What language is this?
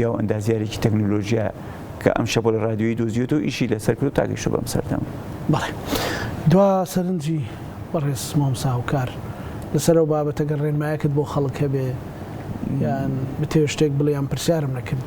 Central Kurdish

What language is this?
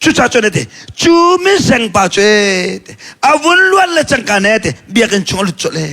Hakha Chin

